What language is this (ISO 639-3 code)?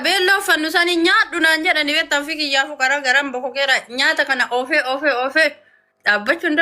orm